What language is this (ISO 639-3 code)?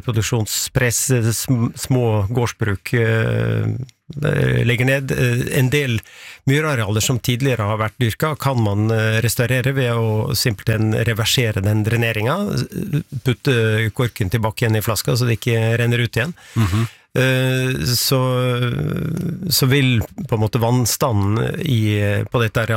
nor